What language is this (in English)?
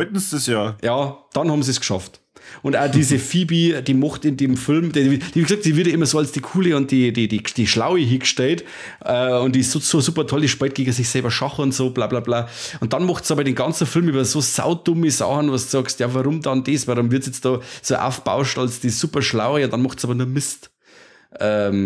Bavarian